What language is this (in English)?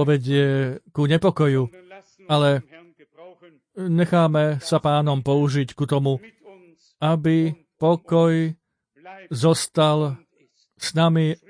Slovak